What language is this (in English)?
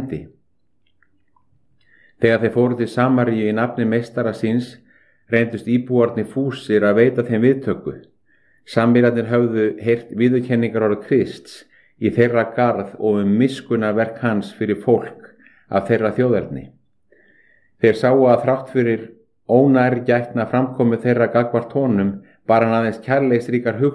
Icelandic